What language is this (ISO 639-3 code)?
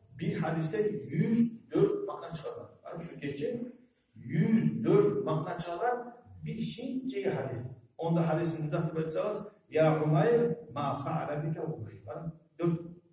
kum